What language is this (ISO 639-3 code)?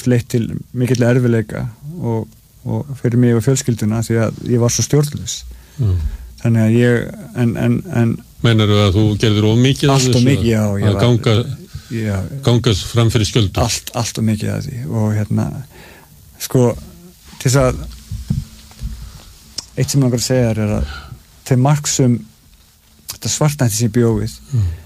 isl